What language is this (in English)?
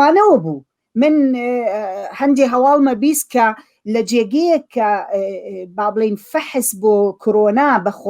Central Kurdish